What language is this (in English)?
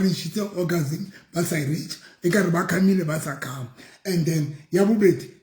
Southern Sotho